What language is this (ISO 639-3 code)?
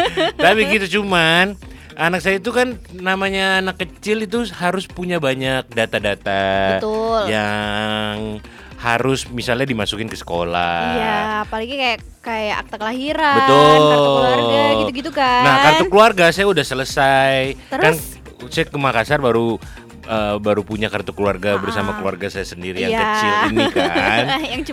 ind